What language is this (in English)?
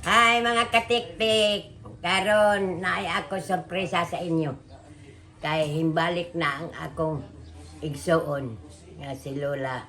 Cebuano